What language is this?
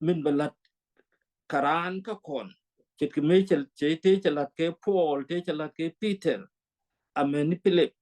Nuer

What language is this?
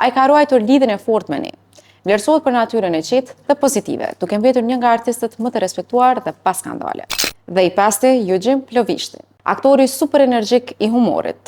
Albanian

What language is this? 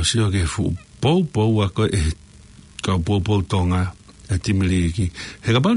Tongan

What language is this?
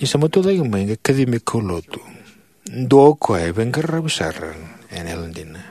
Fijian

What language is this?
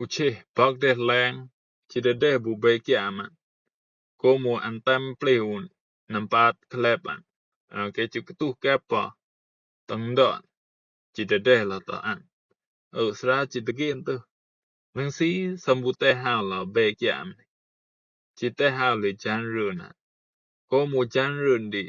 Rumai Palaung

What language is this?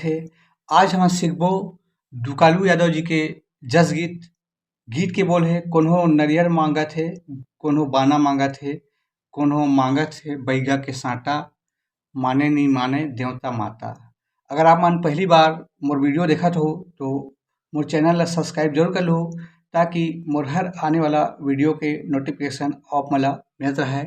Chhattisgarhi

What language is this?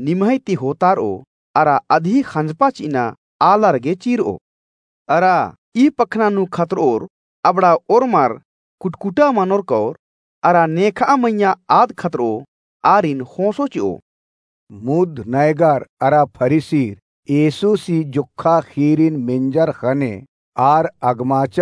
Kurukh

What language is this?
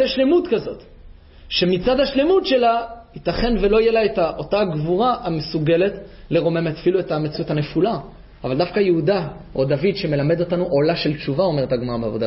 Hebrew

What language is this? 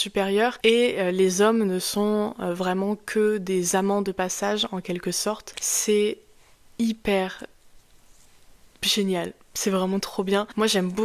French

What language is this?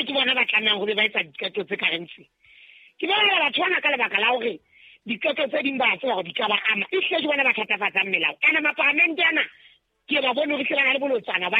Southern Sotho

